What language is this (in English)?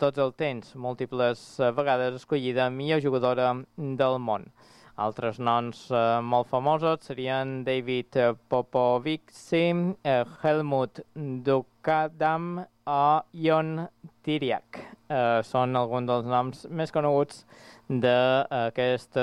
Catalan